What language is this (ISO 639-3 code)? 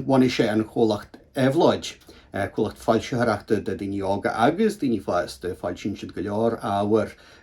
gle